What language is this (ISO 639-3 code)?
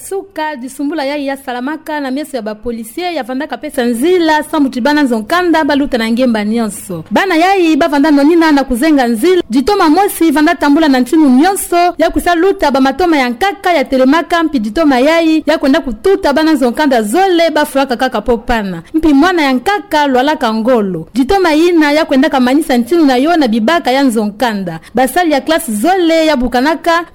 ktu